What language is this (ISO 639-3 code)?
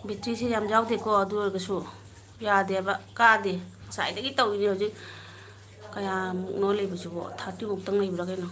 mni